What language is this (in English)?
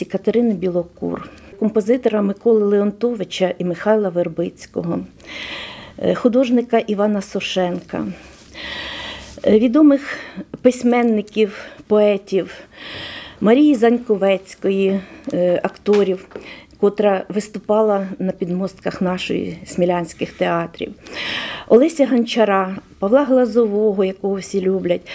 Ukrainian